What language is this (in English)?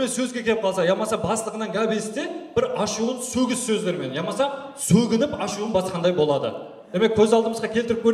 Kara-Kalpak